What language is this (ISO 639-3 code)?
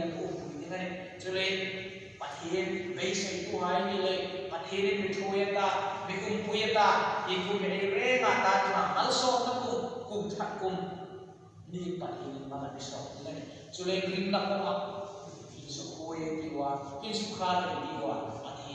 hmr